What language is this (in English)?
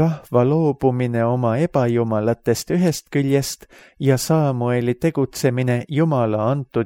Estonian